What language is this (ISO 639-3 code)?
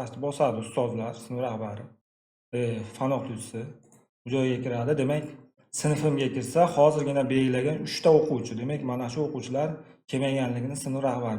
uzb